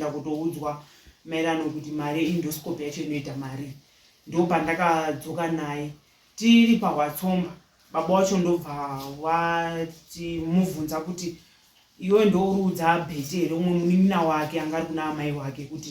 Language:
Shona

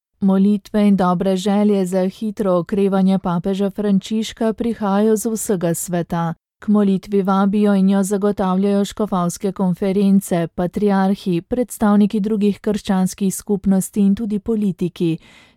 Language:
Slovenian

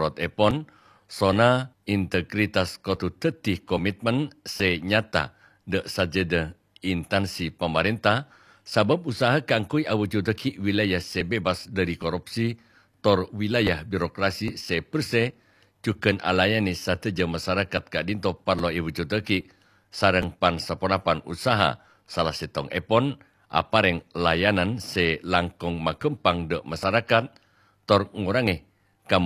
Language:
Madurese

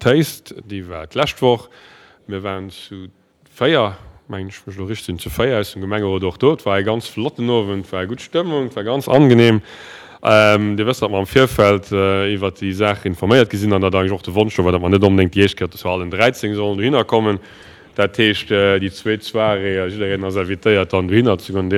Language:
Luxembourgish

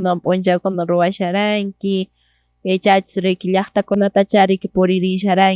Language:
Quechua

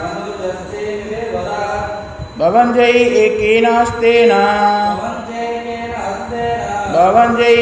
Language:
Odia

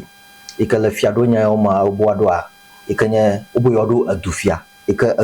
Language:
Ewe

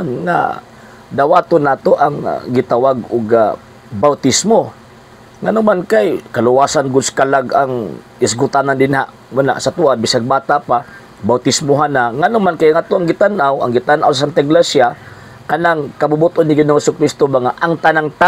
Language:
Cebuano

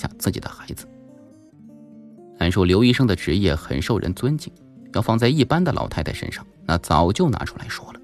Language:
Chinese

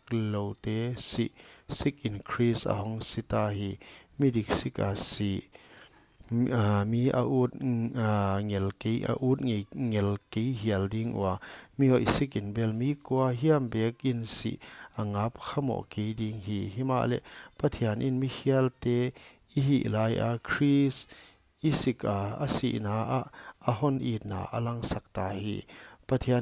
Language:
Paite Chin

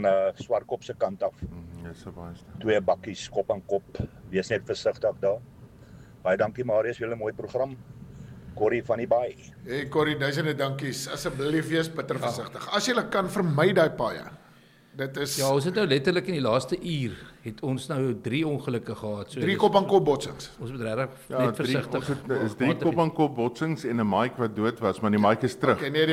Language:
Afrikaans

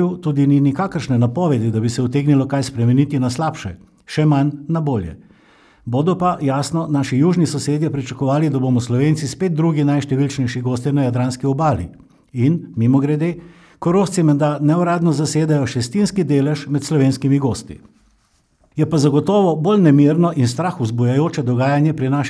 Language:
Slovenian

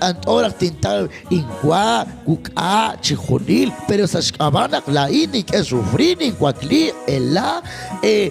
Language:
Kekchí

